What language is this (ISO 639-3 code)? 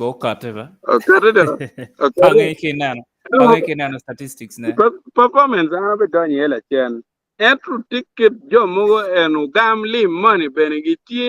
ach